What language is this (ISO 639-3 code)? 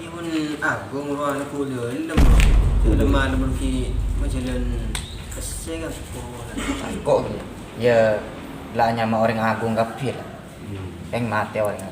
mad